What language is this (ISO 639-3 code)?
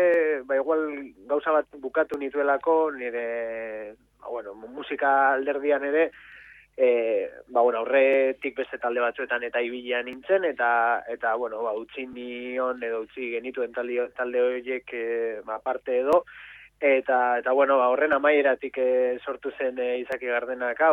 eus